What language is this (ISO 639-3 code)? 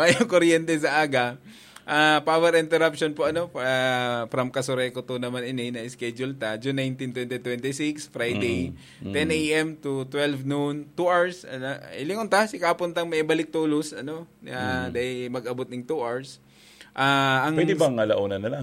bik